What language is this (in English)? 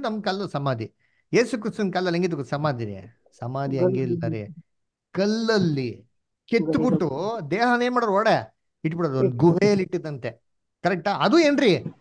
Kannada